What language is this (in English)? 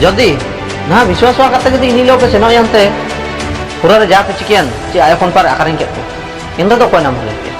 Ho